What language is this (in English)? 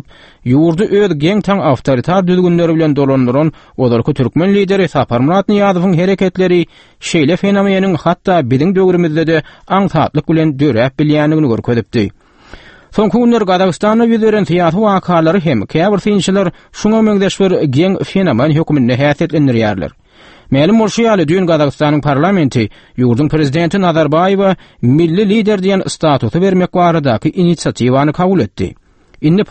Turkmen